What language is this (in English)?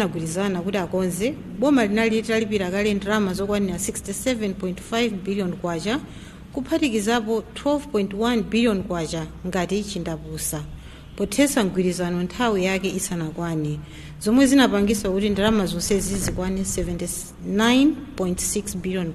Nyanja